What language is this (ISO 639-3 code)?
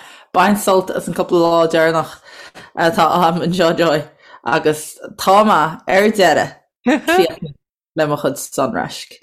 gle